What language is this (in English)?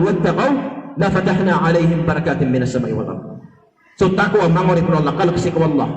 Maranao